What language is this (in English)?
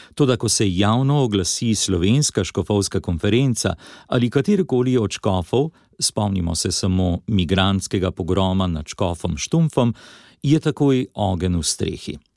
Slovenian